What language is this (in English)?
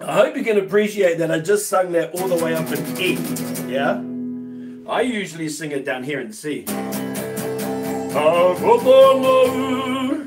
Māori